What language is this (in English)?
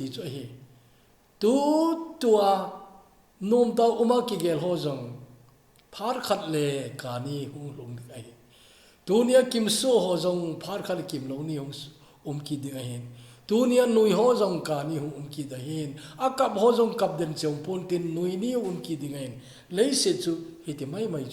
Thado Chin